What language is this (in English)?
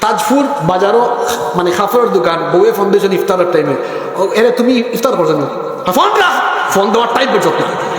Sylheti